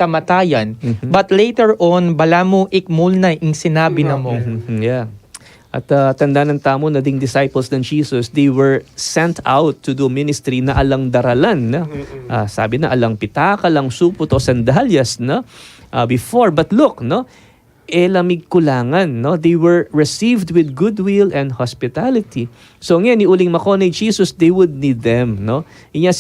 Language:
Pampanga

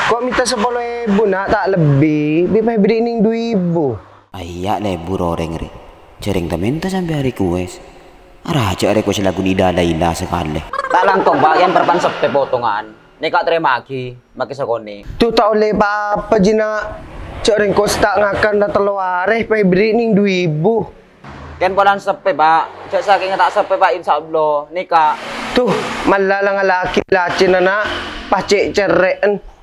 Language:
Madurese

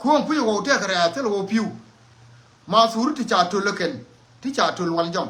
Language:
Nuer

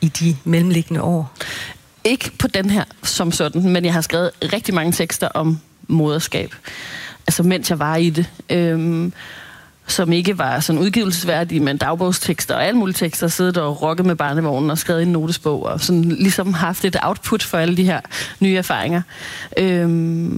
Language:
Danish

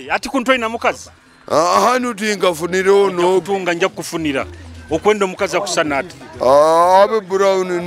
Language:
Nyoro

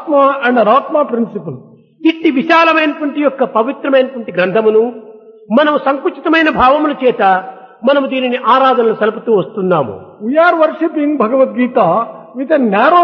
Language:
Telugu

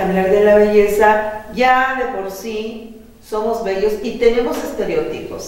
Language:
Spanish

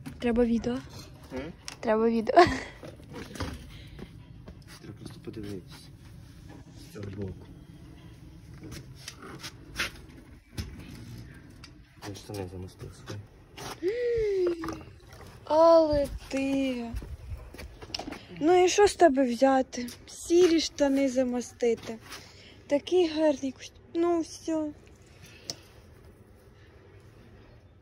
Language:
Ukrainian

